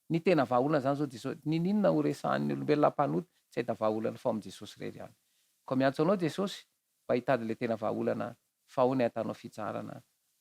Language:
Malagasy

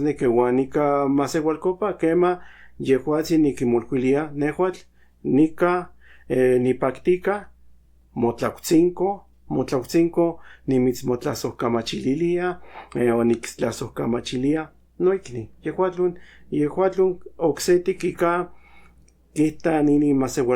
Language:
Central Nahuatl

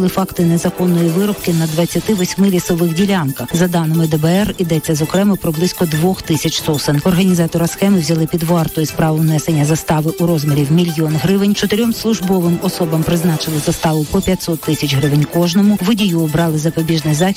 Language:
Ukrainian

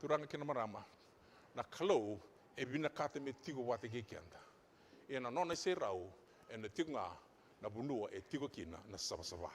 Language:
Fijian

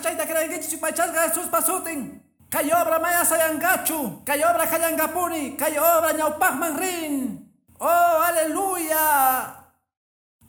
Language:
Quechua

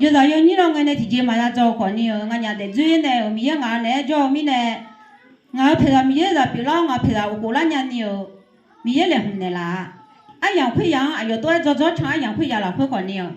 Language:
Akha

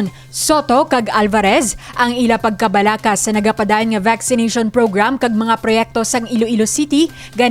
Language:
Hiligaynon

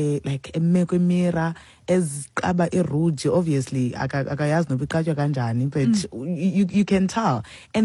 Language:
Xhosa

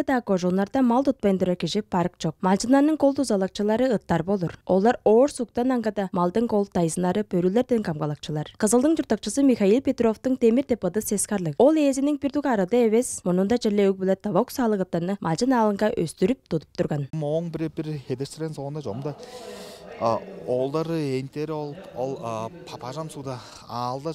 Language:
Tuvinian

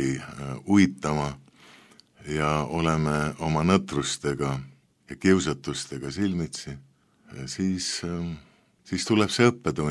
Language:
Estonian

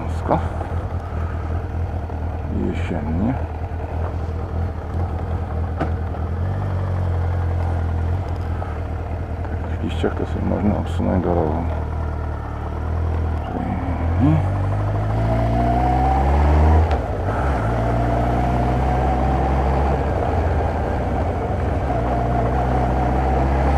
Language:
Polish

